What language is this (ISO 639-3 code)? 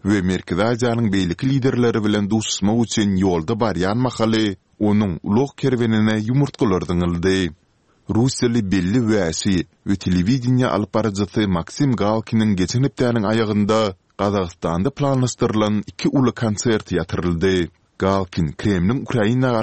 tuk